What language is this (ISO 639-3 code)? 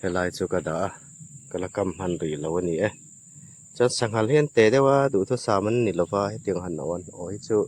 hmr